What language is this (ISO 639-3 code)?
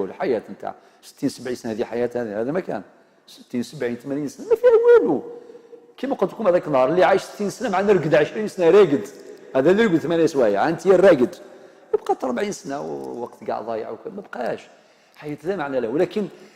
arq